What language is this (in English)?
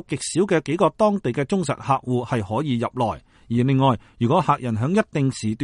Cantonese